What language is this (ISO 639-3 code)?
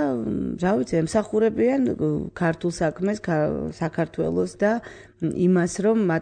kat